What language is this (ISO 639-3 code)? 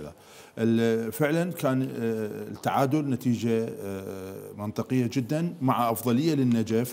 acm